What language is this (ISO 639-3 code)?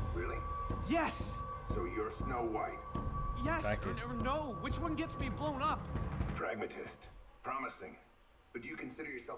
pol